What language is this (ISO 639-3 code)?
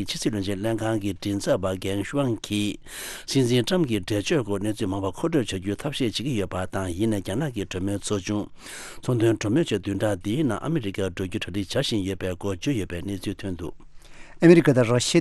bod